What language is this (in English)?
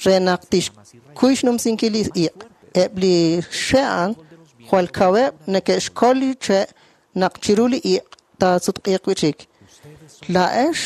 Kekchí